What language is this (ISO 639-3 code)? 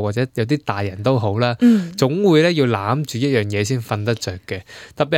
yue